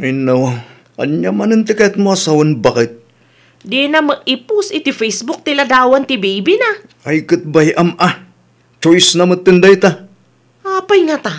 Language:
Iloko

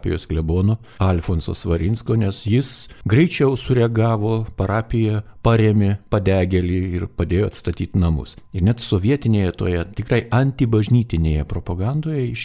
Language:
Lithuanian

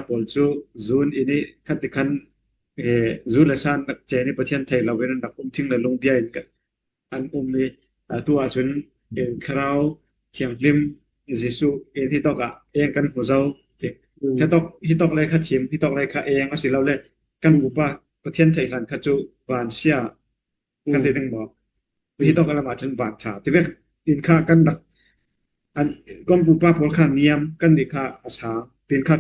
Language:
Falam Chin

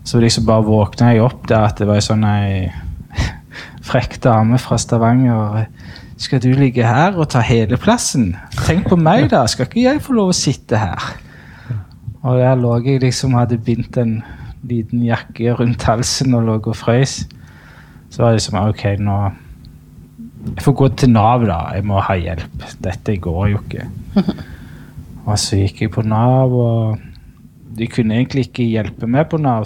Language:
Norwegian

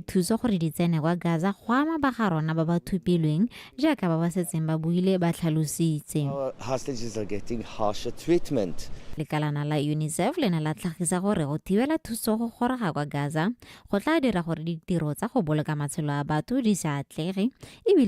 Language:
Tswana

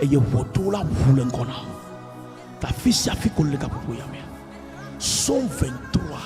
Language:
Ewe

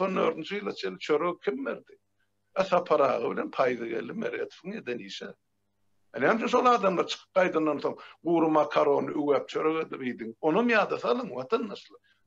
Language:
Turkmen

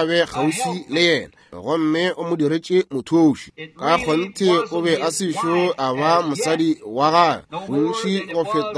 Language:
Northern Sotho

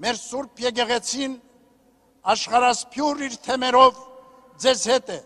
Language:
Armenian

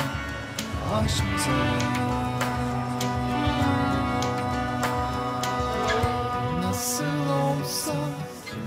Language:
Turkish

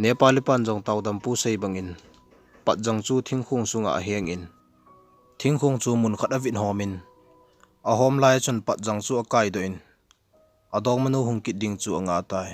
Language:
Thado Chin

